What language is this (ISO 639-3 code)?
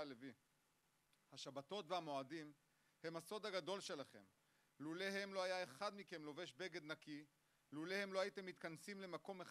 heb